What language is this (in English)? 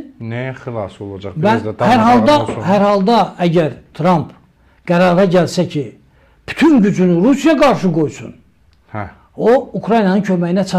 Azerbaijani